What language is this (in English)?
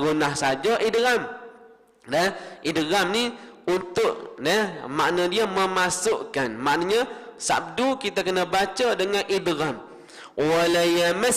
Malay